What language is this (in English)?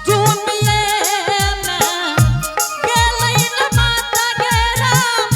Angika